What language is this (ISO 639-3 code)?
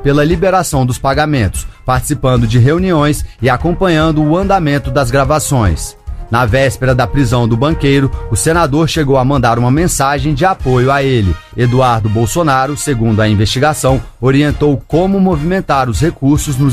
por